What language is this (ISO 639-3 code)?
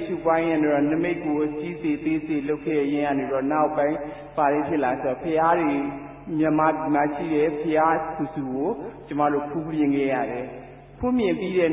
mya